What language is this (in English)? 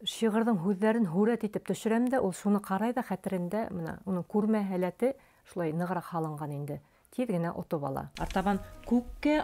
Bashkir